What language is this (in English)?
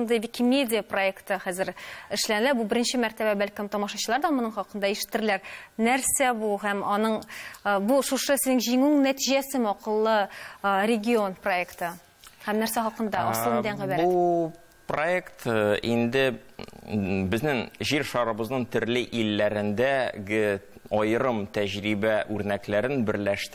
Tatar